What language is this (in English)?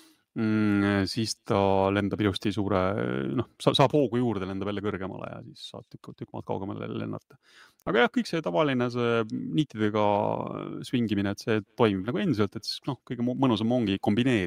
Estonian